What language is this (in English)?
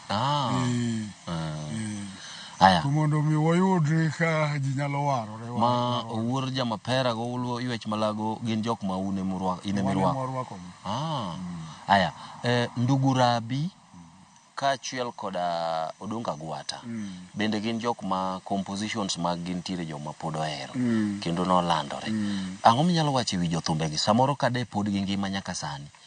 Luo (Kenya and Tanzania)